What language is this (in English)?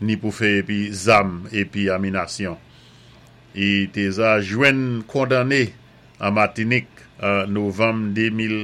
Saint Lucian Creole French